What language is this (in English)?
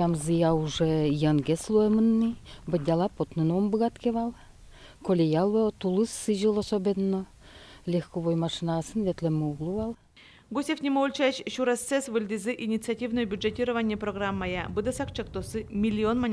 Udmurt